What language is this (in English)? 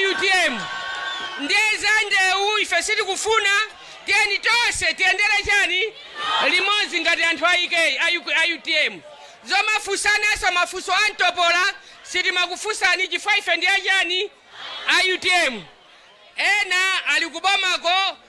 Nyanja